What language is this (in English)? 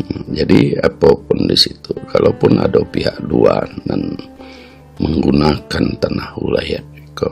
Minangkabau